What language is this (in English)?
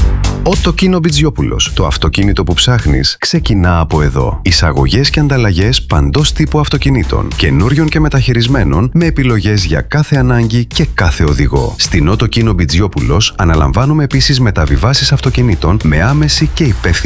Greek